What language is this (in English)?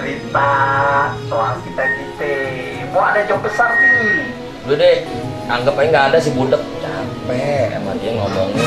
Betawi